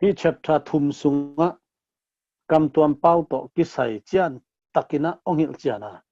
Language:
Tedim Chin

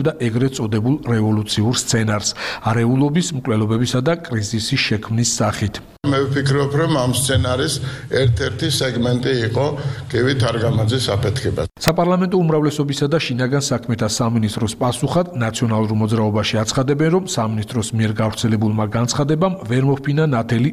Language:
Georgian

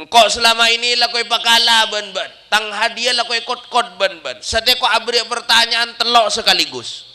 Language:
Madurese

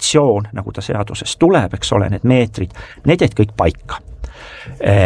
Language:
Estonian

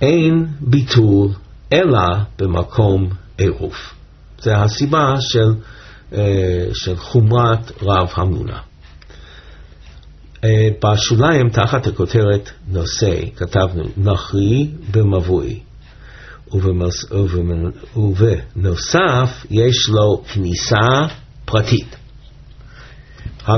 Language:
Hebrew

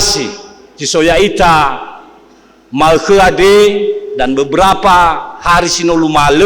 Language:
Nias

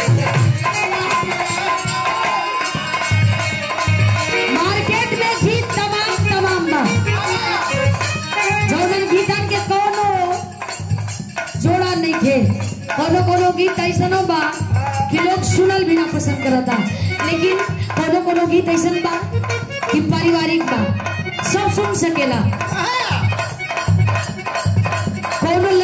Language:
Bhojpuri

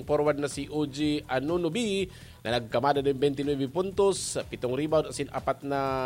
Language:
Bikol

